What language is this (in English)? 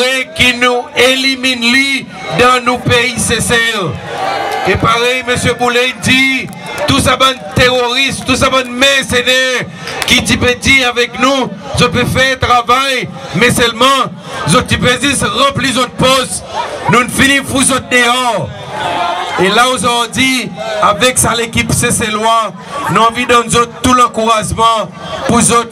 Seselwa Creole French